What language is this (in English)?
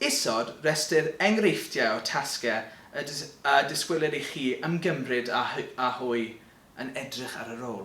Welsh